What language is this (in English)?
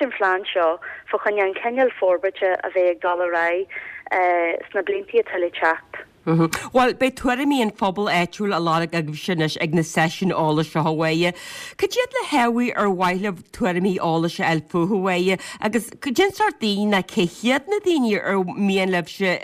Irish